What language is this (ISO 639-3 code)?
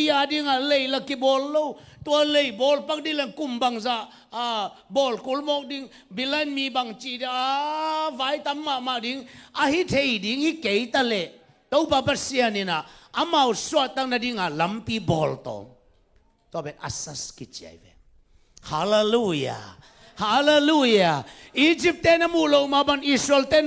ctd